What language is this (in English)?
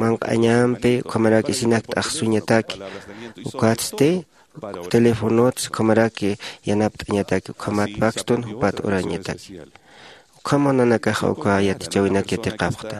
Aymara